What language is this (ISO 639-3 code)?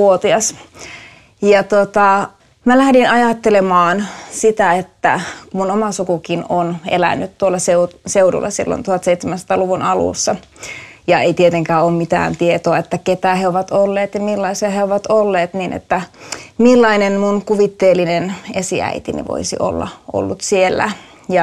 fin